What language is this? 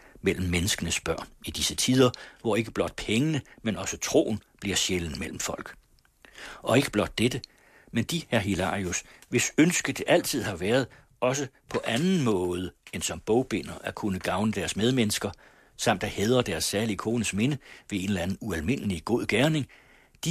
Danish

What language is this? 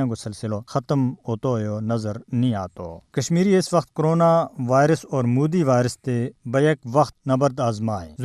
Gujari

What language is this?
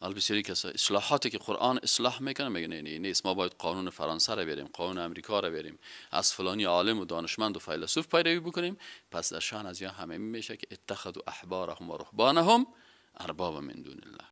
Persian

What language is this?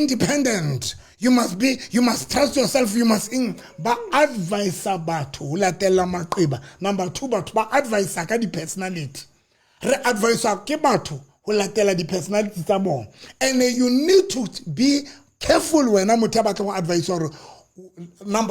Southern Sotho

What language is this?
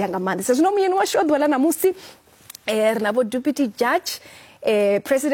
Venda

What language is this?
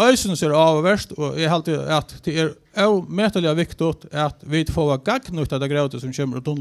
Faroese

